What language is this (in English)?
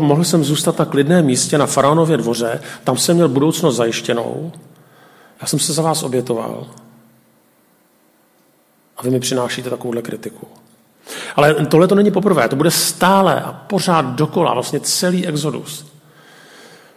Czech